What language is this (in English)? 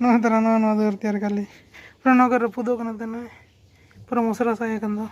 Santali